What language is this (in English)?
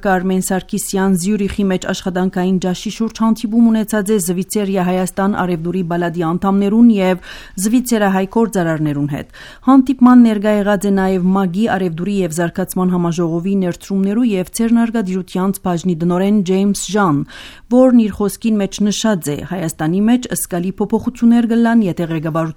Armenian